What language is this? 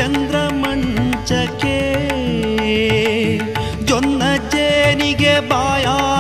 Kannada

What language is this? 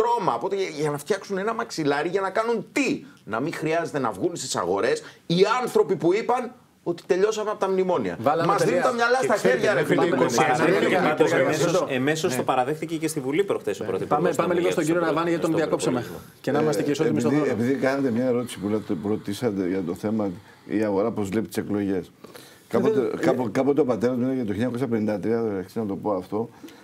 Greek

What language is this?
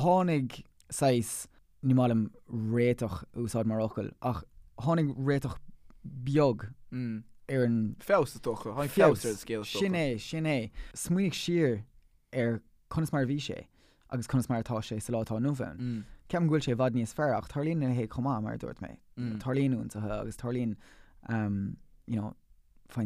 Irish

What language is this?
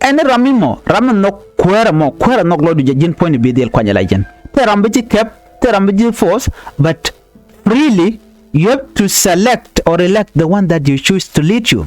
Nuer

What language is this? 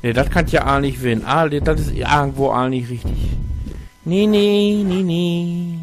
Low German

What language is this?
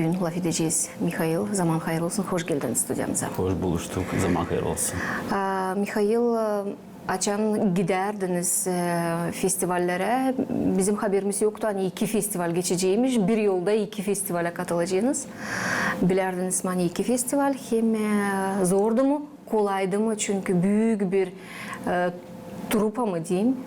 Gagauz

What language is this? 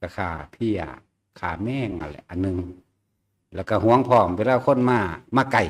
Northeastern Thai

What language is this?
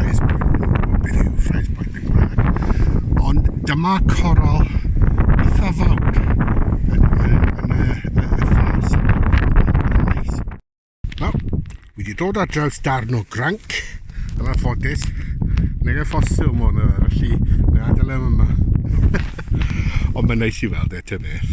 Welsh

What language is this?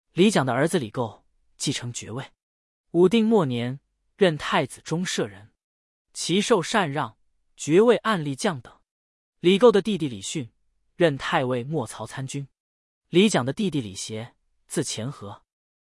Chinese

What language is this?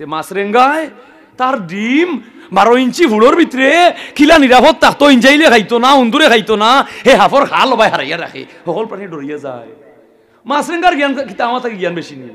Sylheti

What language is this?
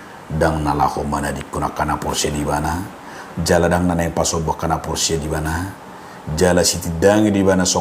Batak Toba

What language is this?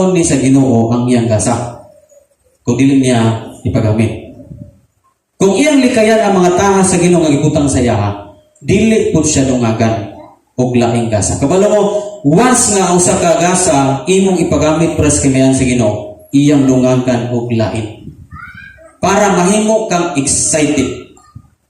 Cebuano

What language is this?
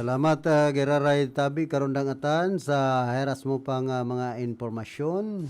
Bikol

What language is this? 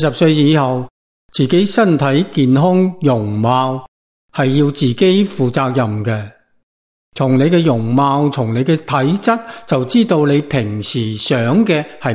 Cantonese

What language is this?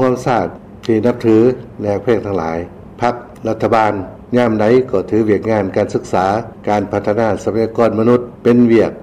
Lao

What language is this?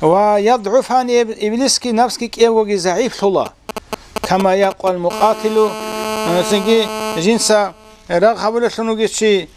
Avaric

